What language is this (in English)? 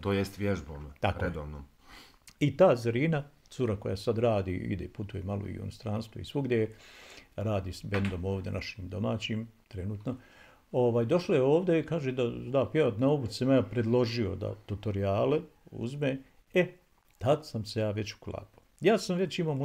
Bosnian